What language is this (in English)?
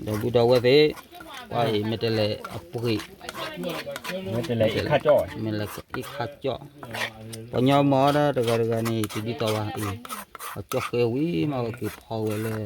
S'gaw Karen